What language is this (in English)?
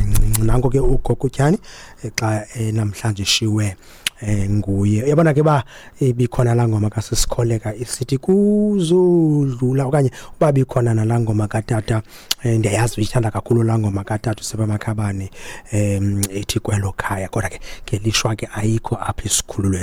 Xhosa